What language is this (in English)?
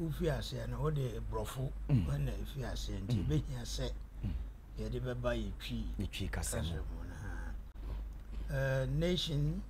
Akan